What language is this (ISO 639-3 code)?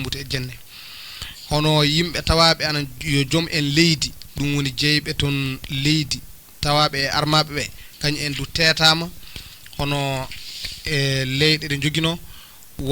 ful